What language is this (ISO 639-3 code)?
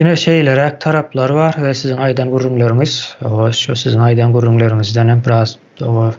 tuk